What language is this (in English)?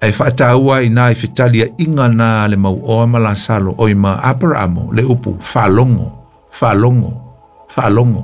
Samoan